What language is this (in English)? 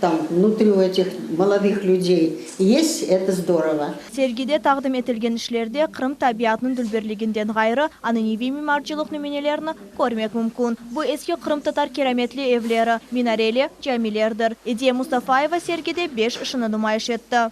Crimean Tatar